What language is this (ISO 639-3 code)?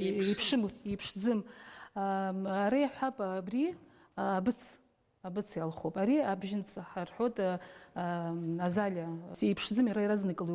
abk